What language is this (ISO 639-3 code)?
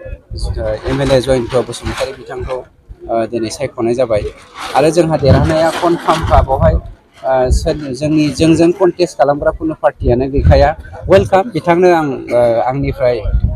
brx